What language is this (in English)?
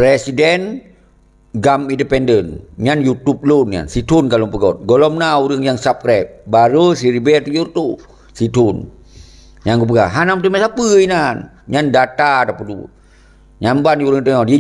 Achinese